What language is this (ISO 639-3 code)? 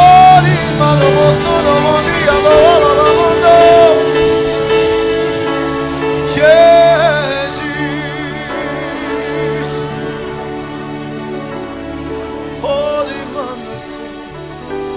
slk